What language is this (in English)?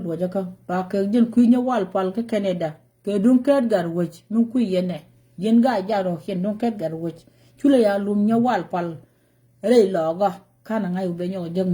Nuer